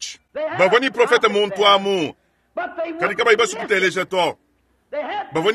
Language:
Luba-Lulua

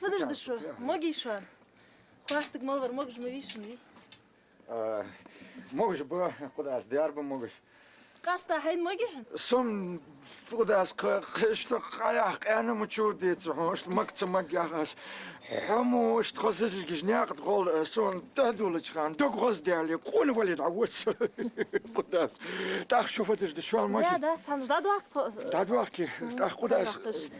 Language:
Ingush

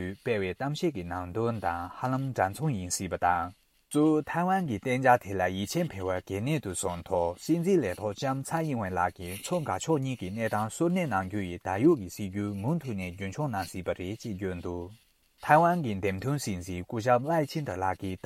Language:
Tibetan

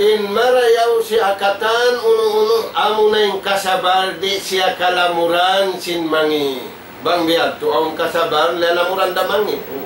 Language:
Tausug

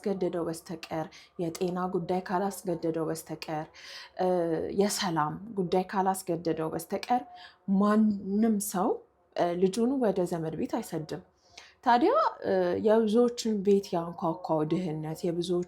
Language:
Amharic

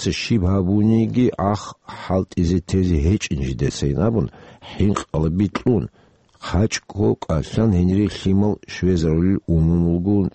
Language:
Avaric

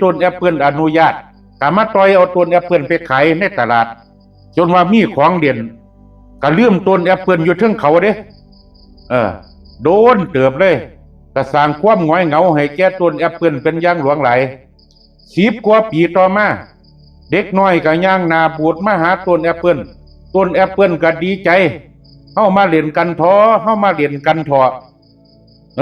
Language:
Lao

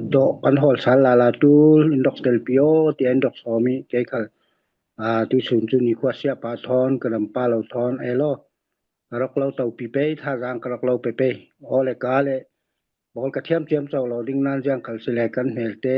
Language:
Falam Chin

